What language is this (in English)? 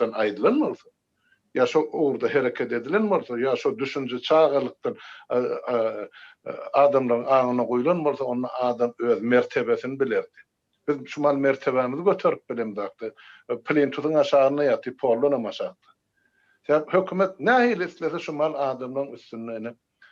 Turkmen